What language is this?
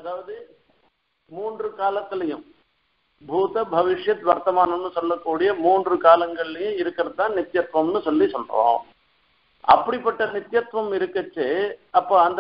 Tamil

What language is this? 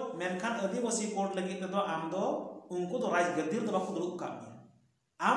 Santali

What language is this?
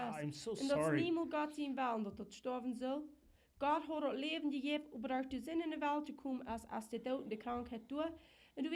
Plautdietsch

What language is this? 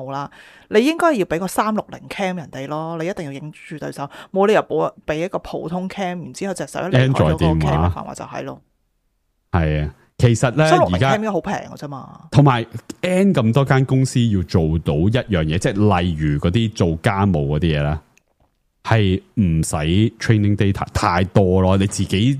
Cantonese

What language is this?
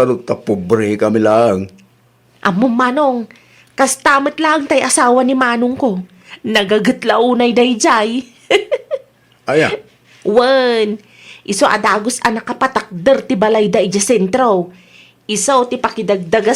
Iloko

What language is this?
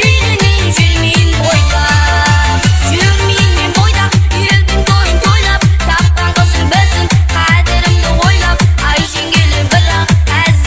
Kara-Kalpak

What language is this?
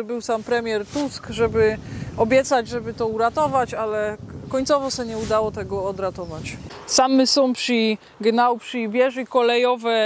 Silesian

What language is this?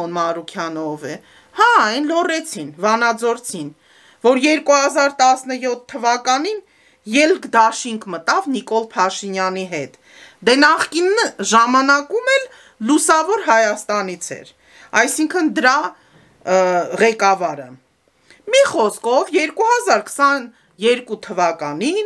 Armenian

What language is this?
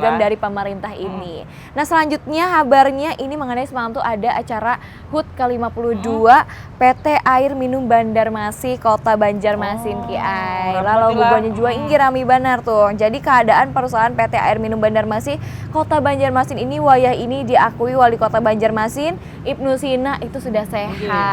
Banjar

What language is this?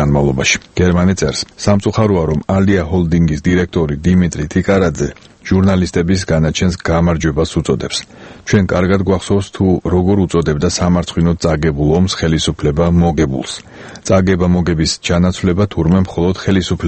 Georgian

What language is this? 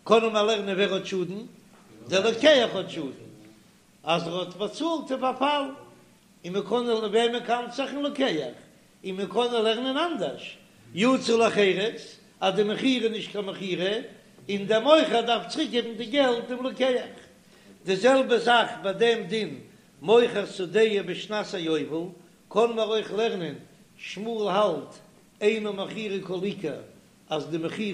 Yiddish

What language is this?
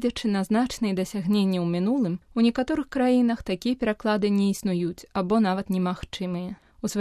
Belarusian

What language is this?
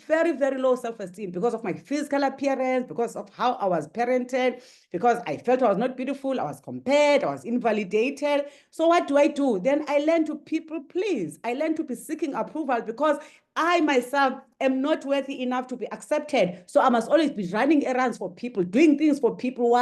English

